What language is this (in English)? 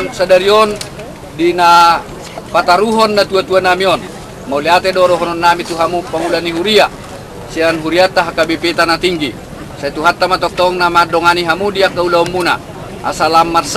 Batak Toba